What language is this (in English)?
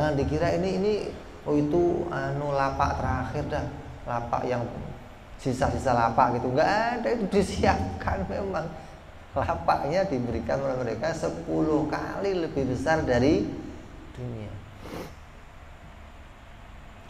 Indonesian